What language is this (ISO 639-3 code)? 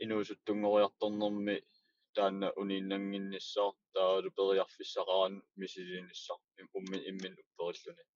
kal